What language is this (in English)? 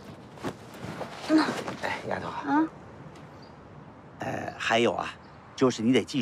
Chinese